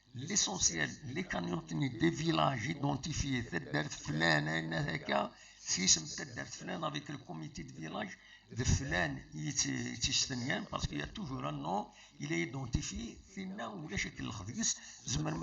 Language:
Kabyle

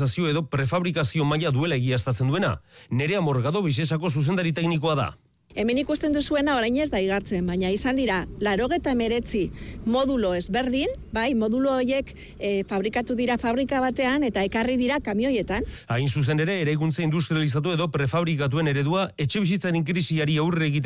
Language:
Basque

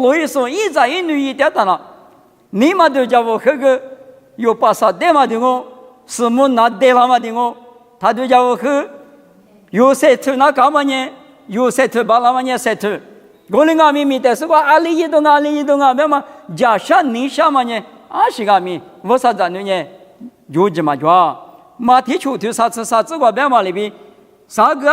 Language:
Lisu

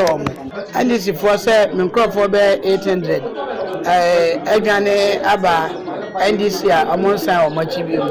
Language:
Akan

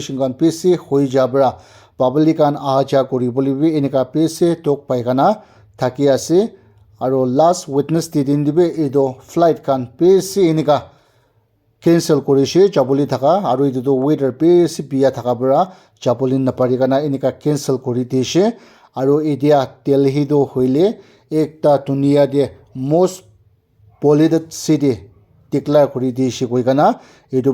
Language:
Naga Pidgin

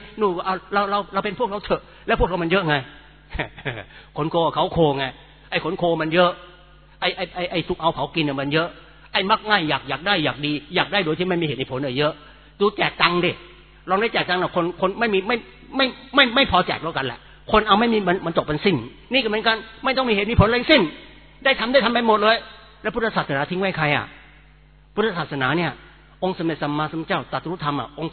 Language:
Thai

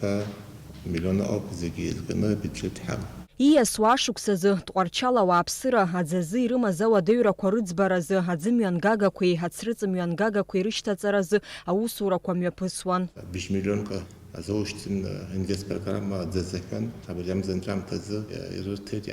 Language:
Abkhazian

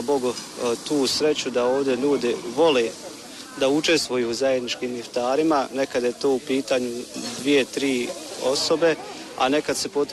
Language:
Bosnian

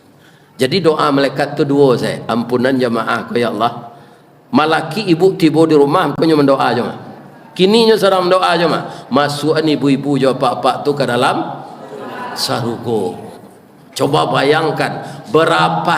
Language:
Minangkabau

